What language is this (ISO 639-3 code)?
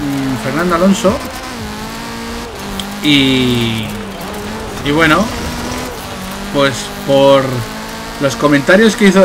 spa